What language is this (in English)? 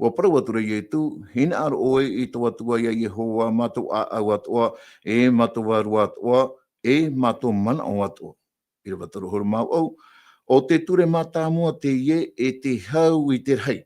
Tahitian